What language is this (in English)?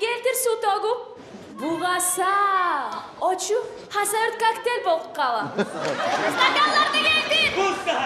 Kumyk